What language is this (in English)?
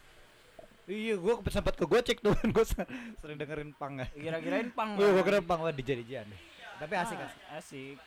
Indonesian